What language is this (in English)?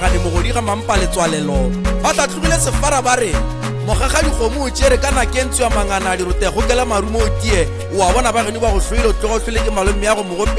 Northern Sotho